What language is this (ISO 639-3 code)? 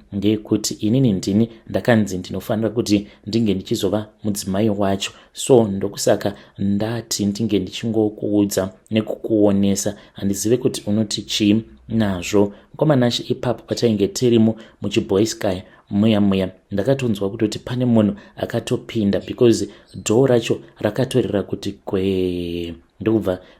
sna